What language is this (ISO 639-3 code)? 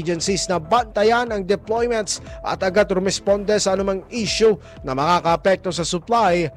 fil